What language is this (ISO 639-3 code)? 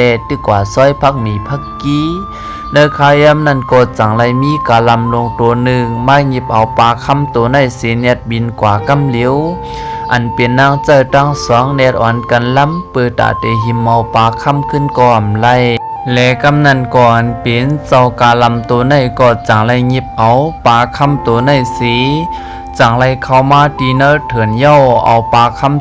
shn